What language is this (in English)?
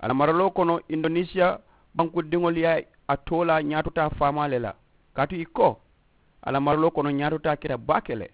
Mandingo